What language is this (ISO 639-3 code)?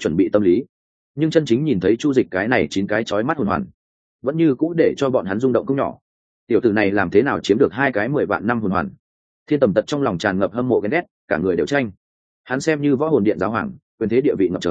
vie